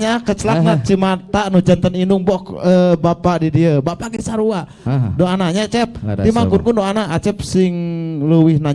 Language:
Sundanese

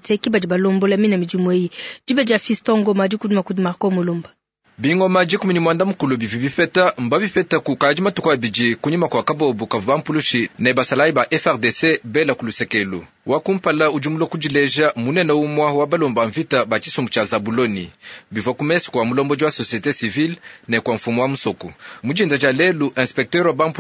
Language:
Luba-Lulua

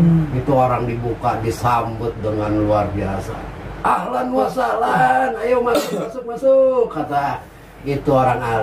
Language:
Betawi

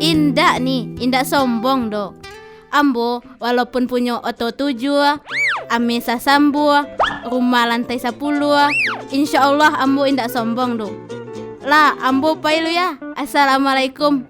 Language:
Minangkabau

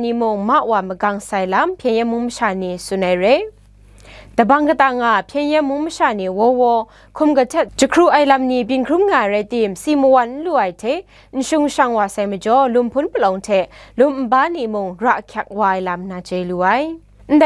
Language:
Kachin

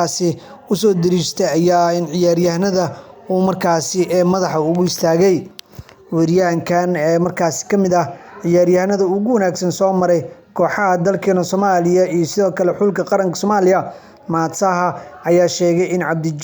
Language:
Somali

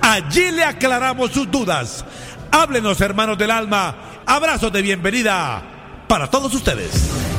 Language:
Spanish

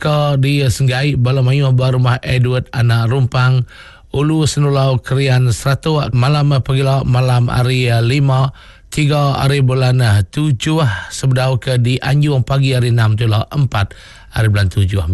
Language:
Iban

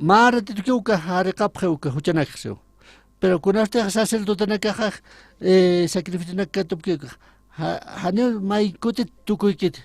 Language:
Aymara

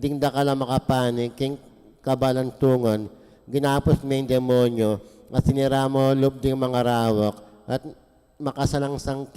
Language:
Pampanga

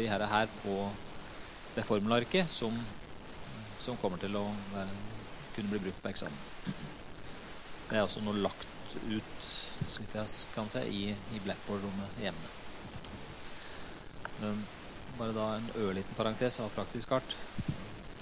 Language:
Norwegian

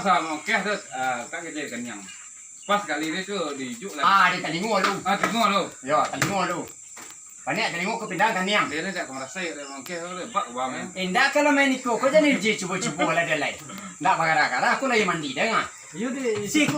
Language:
Minangkabau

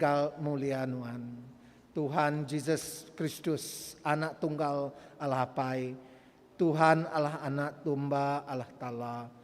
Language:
Iban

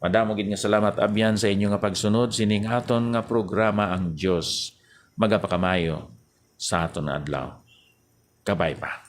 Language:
Hiligaynon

